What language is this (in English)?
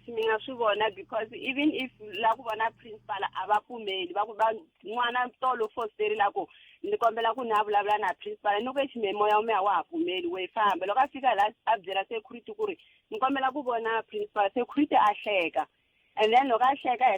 Tsonga